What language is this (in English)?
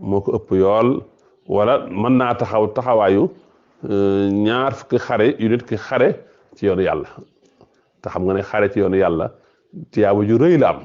Wolof